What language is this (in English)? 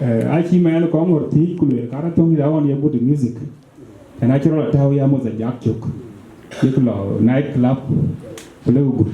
Dinka